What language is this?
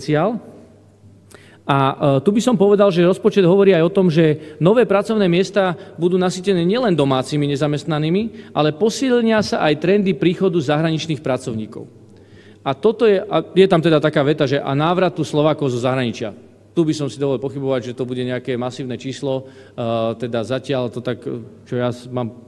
Slovak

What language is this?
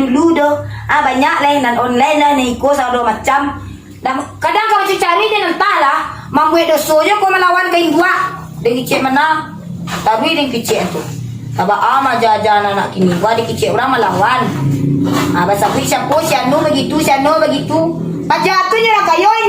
Minangkabau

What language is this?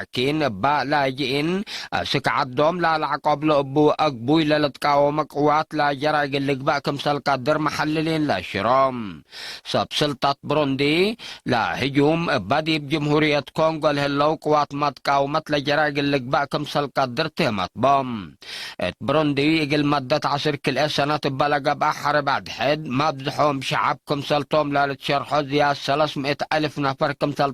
Tigre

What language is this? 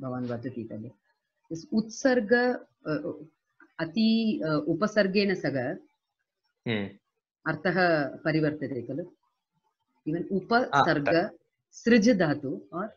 Sanskrit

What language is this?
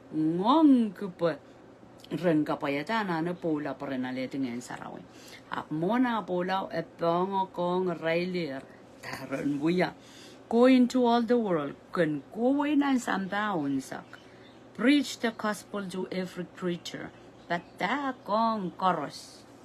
Pohnpeian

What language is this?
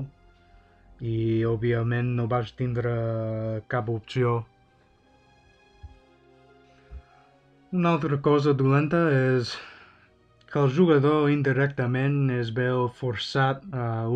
Catalan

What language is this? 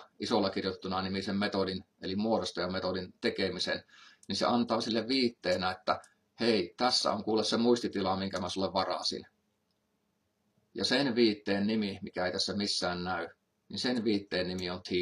Finnish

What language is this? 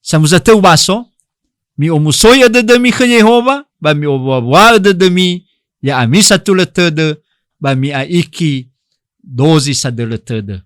Nias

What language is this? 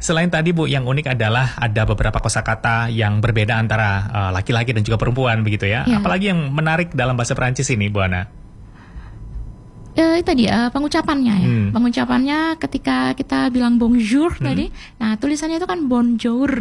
Indonesian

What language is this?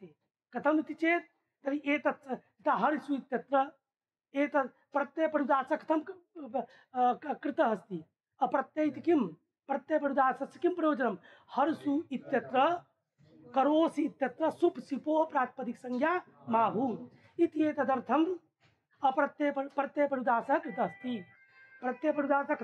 Sanskrit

